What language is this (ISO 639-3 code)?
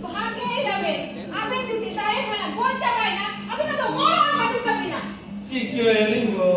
sat